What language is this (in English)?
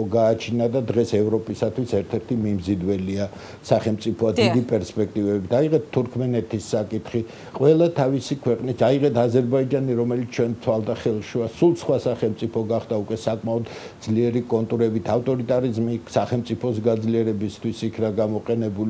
Georgian